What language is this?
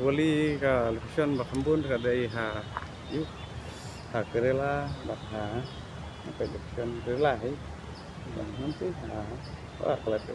Khasi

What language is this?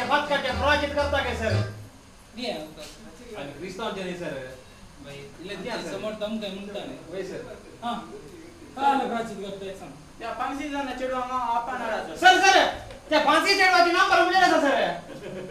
Konkani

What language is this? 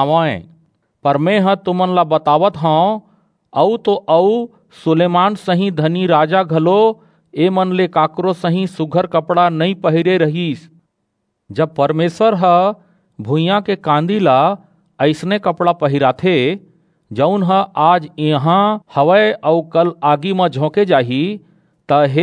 Chhattisgarhi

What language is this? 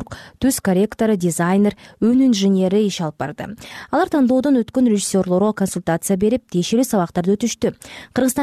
Kyrgyz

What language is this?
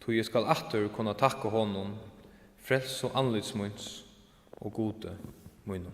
Faroese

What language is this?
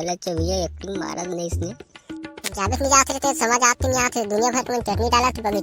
Chhattisgarhi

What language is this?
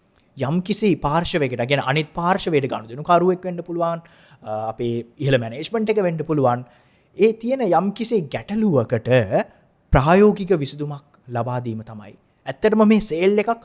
Sinhala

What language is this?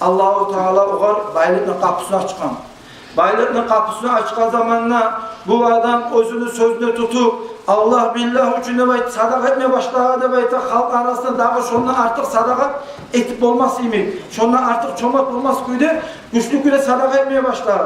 Kumyk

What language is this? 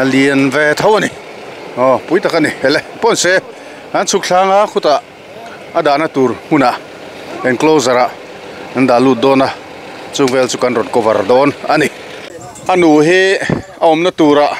Mizo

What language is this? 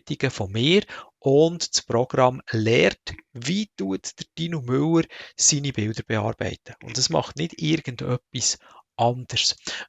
Swiss German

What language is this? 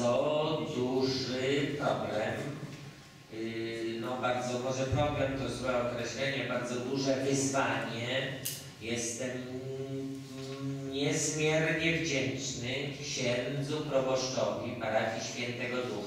Polish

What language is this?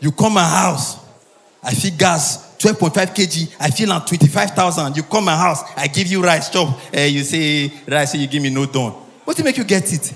Nigerian Pidgin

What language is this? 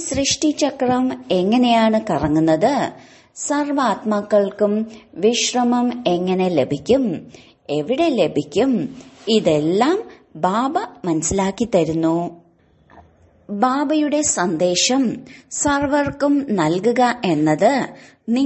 Malayalam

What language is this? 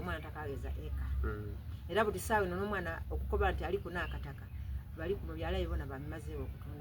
Soga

